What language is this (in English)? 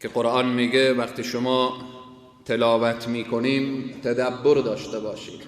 Persian